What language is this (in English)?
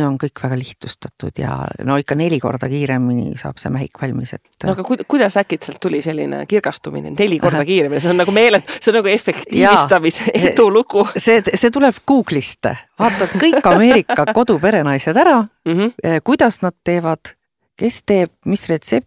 Estonian